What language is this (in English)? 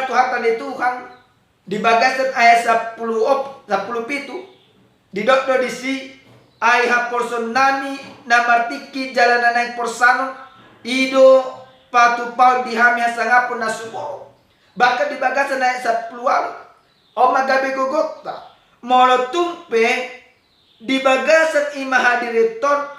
Batak Toba